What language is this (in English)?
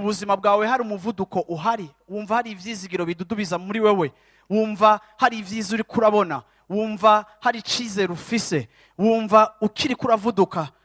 Rundi